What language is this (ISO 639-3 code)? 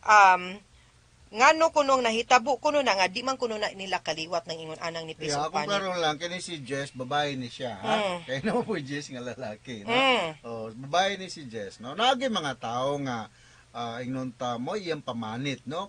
ceb